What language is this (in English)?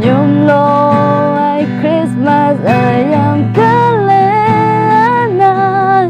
Akha